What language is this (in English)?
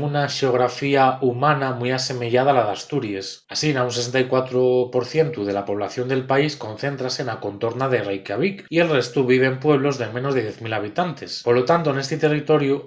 Asturian